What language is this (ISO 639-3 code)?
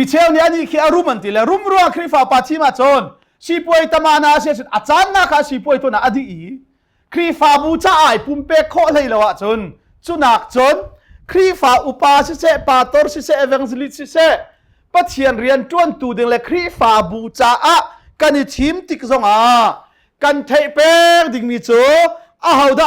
cnh